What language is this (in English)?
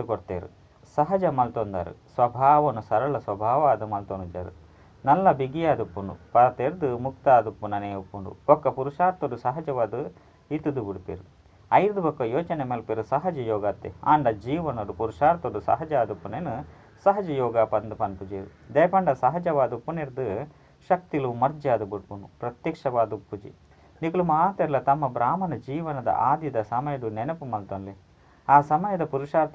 Tulu